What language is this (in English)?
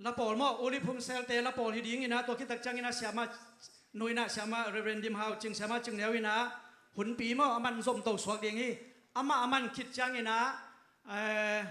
Tedim Chin